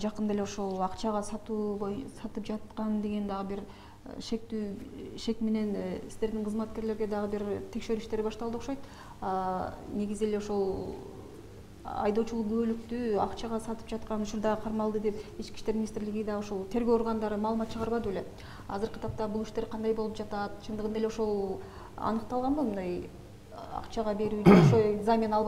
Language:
Kyrgyz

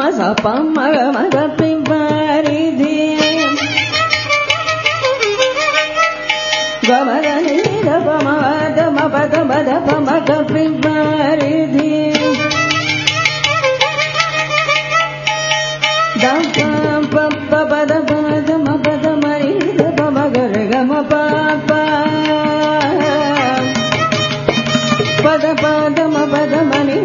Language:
Telugu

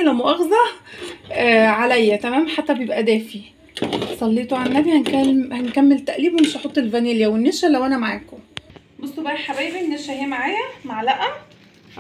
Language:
Egyptian Arabic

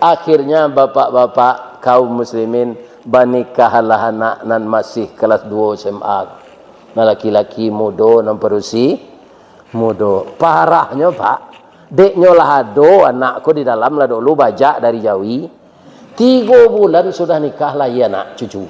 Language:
Minangkabau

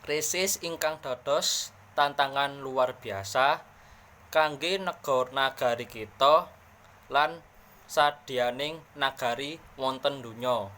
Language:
Javanese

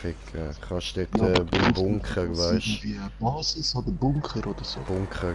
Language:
Swiss German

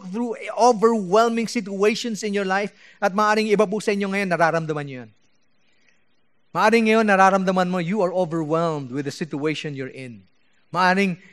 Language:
Filipino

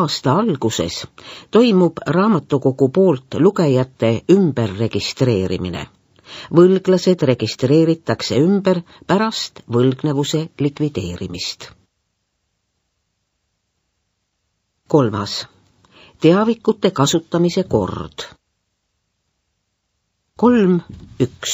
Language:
Estonian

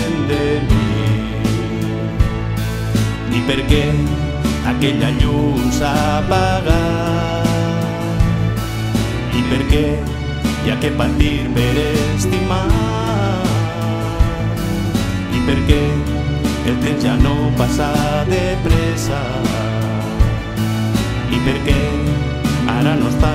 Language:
Catalan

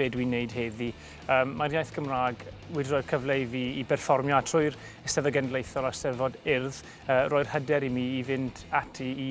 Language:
Welsh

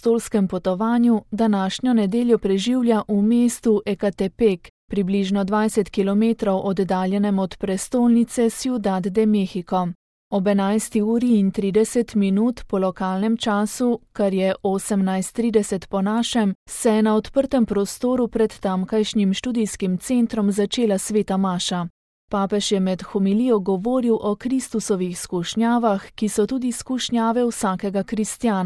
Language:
Slovenian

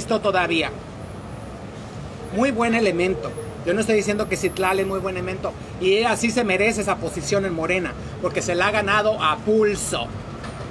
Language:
Spanish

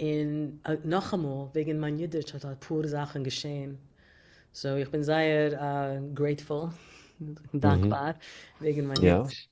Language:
Yiddish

